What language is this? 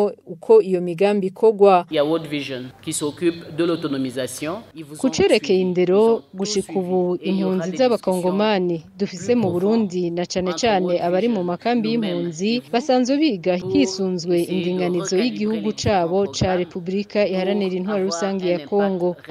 Rundi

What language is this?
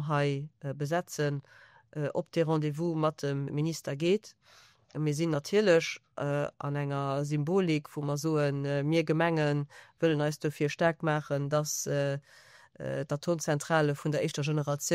Luxembourgish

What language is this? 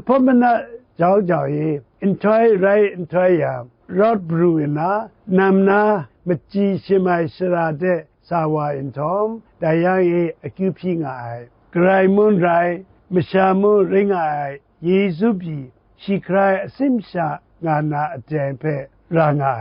Kachin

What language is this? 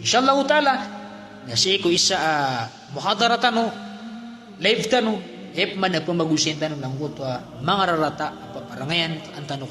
Maranao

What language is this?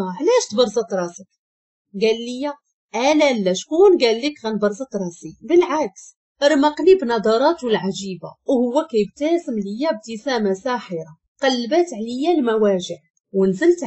Moroccan Arabic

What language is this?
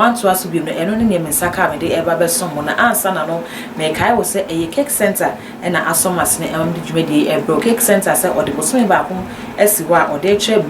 Akan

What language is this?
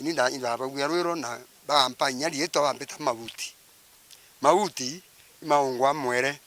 Meru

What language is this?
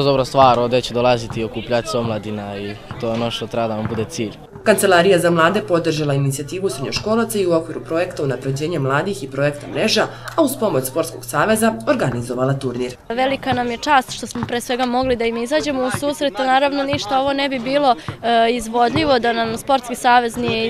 Serbian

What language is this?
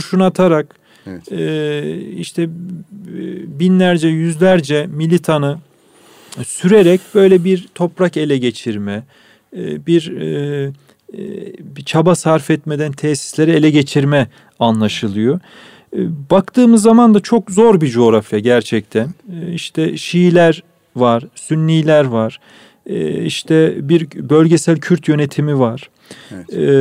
Turkish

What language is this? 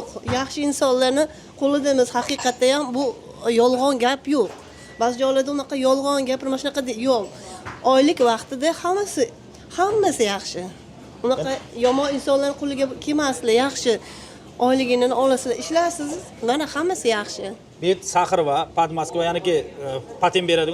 Uzbek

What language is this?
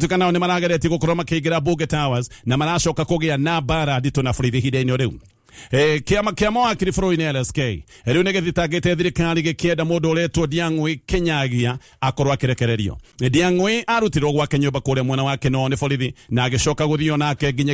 Kikuyu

